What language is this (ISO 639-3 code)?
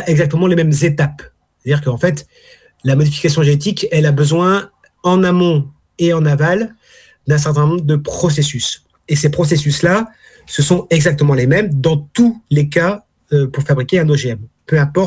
fra